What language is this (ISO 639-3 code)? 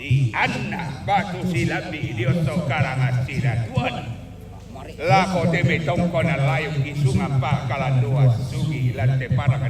sda